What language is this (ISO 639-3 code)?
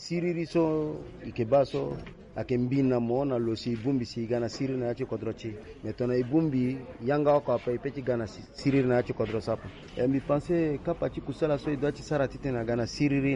sag